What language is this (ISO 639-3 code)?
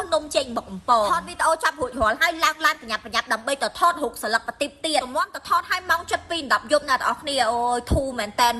khm